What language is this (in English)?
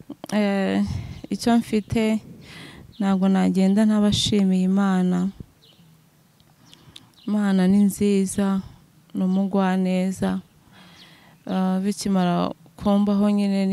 Kinyarwanda